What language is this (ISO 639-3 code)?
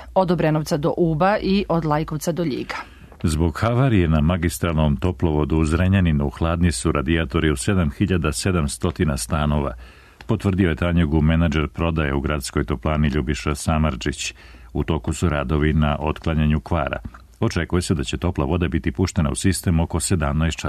srp